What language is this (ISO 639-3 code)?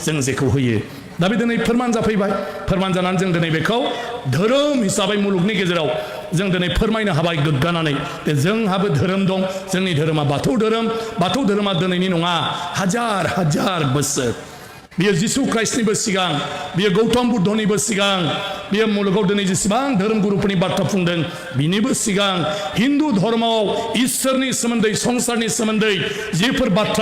brx